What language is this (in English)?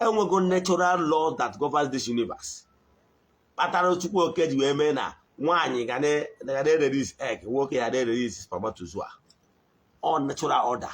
Igbo